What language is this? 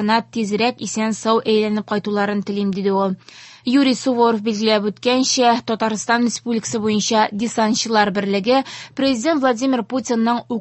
Tatar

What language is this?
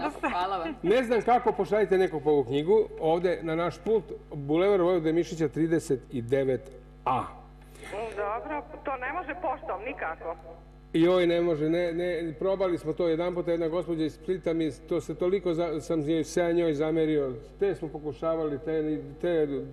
Serbian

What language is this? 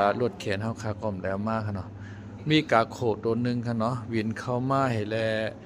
Shan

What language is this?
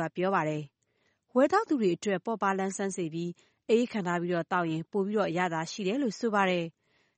Burmese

